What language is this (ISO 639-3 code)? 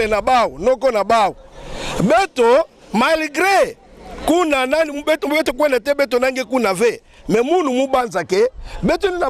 ktu